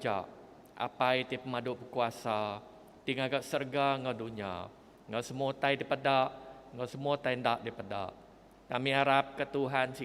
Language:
Iban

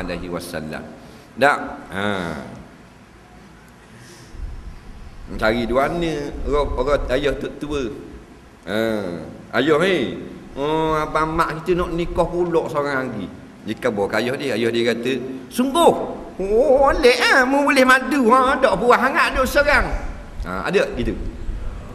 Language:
Malay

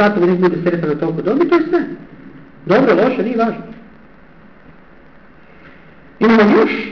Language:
Croatian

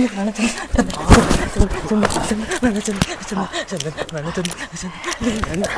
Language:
Tamil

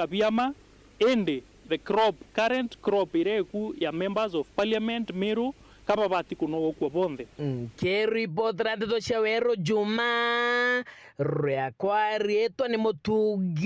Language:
Meru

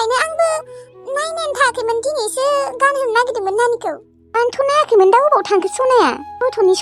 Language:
Bodo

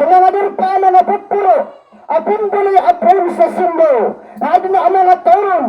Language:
Maranao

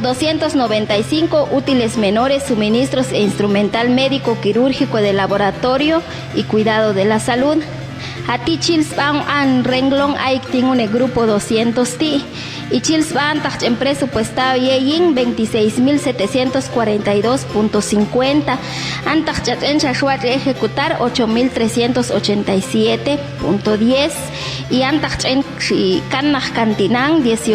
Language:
Popti'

